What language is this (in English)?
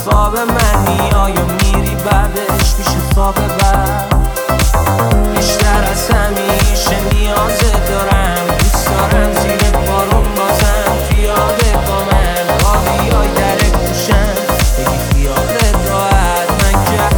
Persian